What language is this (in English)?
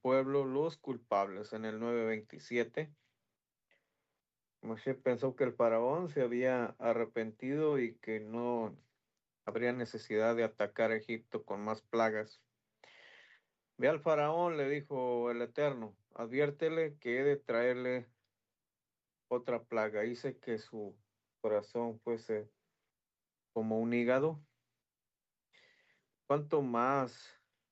Spanish